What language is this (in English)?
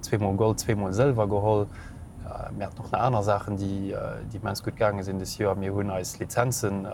Luxembourgish